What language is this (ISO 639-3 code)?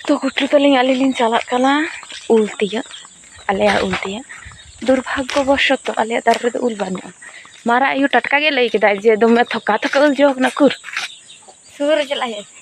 sat